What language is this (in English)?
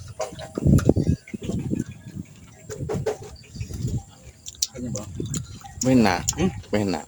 Northeastern Thai